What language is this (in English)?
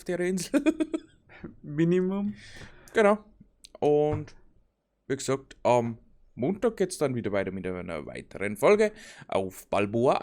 Bavarian